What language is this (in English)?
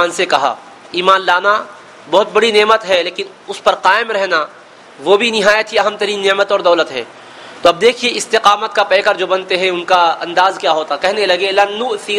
Urdu